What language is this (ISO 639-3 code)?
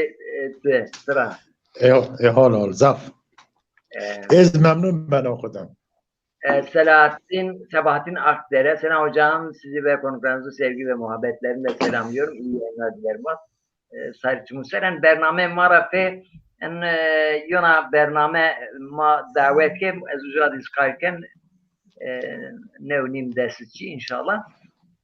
zza